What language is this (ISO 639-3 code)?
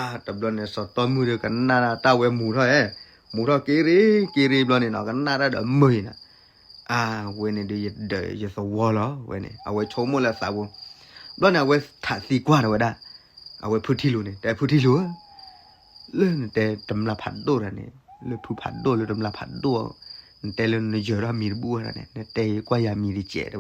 ksw